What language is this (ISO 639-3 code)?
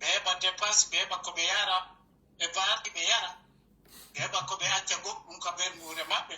fuf